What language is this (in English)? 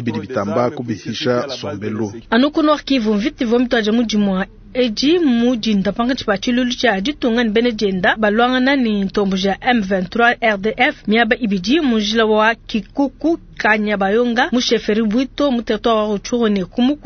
Luba-Lulua